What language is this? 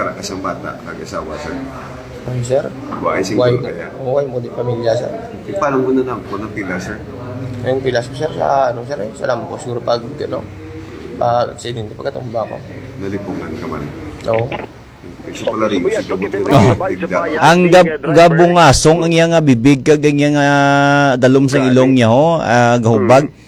Hiligaynon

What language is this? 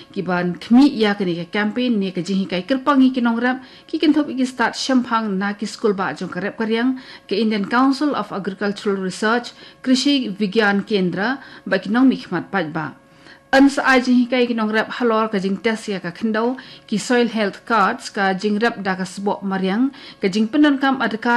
Khasi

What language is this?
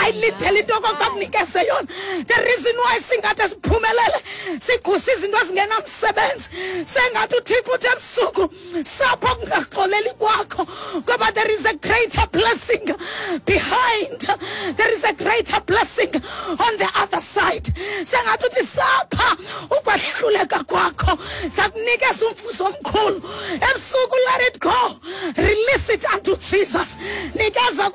Xhosa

